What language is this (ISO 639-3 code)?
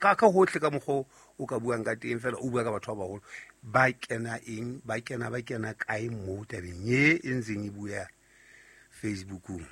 sot